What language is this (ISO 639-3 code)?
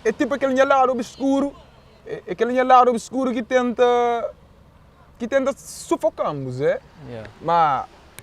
kea